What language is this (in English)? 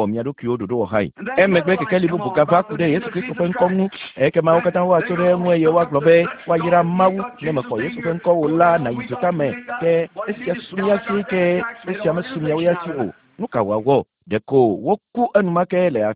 Ewe